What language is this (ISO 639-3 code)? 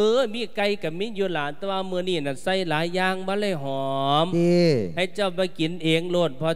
lao